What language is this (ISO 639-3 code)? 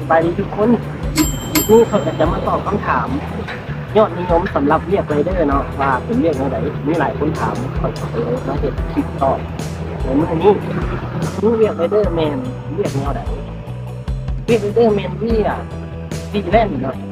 lao